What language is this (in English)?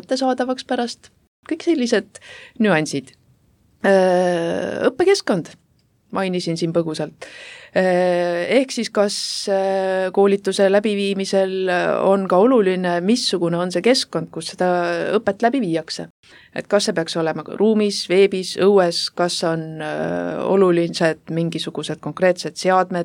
Estonian